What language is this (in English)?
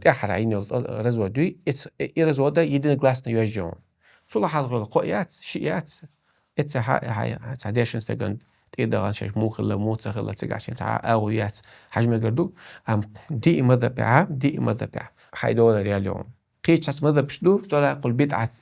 Chechen